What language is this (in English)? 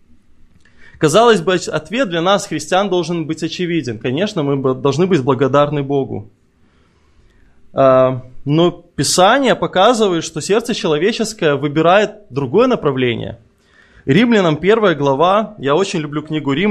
Russian